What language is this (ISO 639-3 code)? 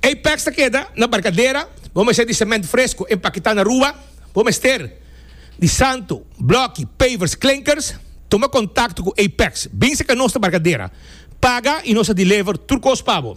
pap